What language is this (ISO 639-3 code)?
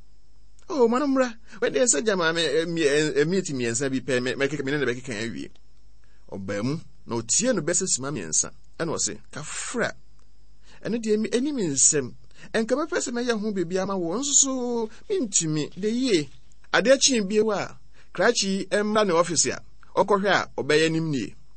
aka